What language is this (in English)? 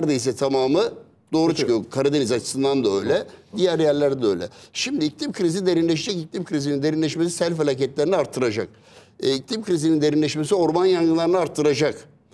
Turkish